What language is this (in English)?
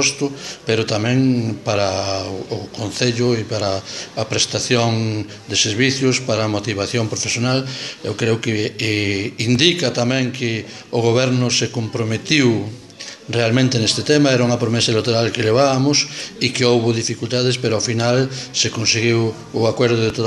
Galician